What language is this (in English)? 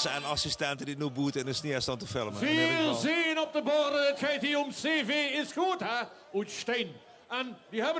Limburgish